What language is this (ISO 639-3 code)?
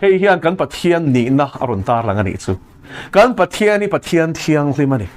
lus